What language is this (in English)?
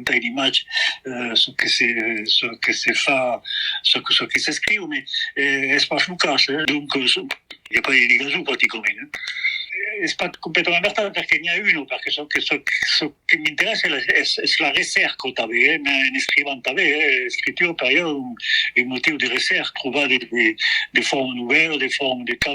Occitan